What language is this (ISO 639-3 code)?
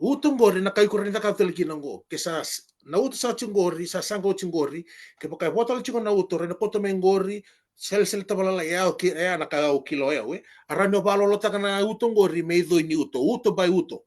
fij